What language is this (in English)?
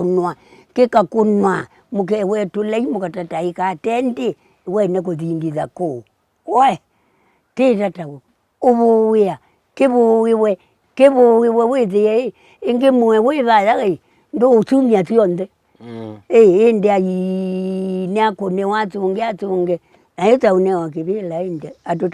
Kamba